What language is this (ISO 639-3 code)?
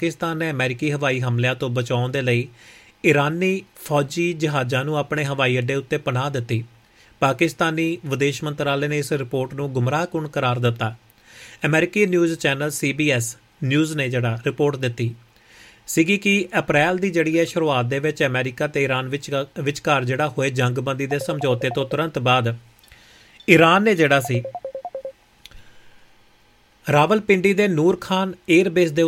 pan